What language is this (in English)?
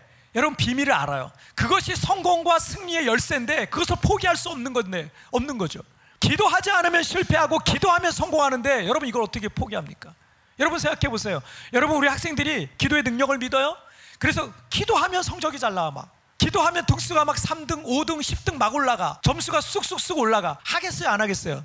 Korean